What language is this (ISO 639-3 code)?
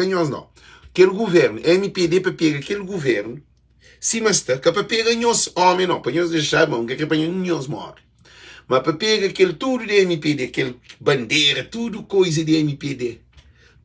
kea